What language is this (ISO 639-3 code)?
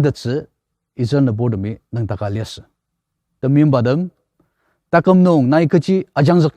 njo